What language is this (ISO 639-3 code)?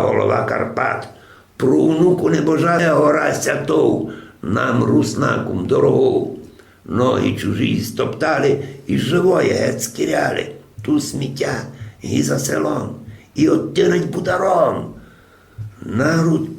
rue